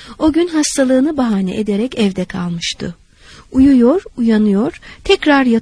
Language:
Turkish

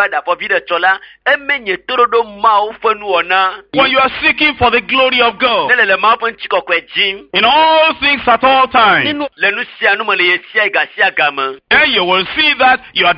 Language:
Ewe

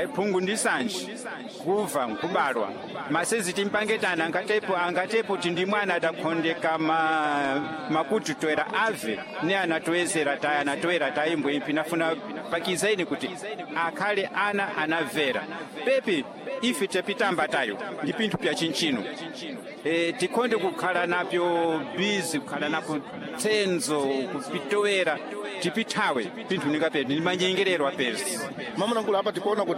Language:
Sena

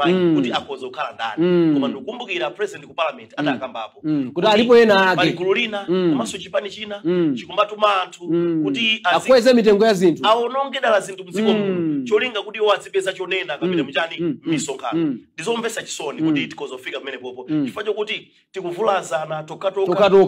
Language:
Nyanja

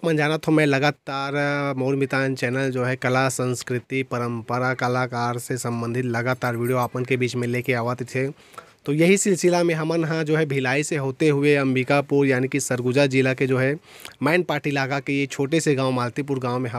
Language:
Chhattisgarhi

